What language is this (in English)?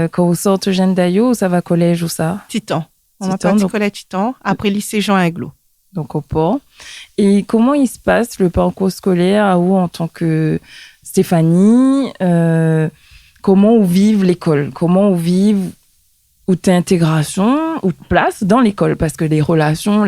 Réunion Creole French